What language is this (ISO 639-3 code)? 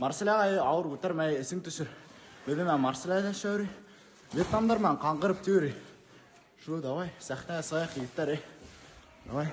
bak